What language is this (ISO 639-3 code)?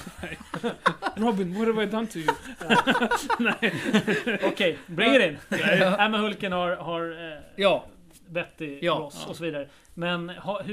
swe